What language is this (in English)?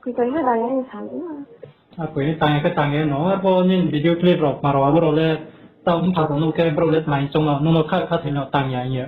Riang (India)